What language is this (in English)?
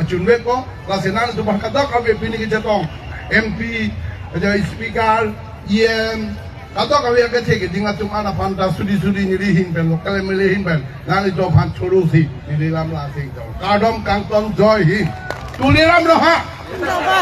Karbi